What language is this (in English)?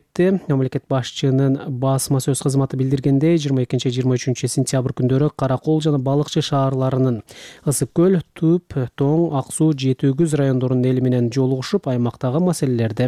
Kyrgyz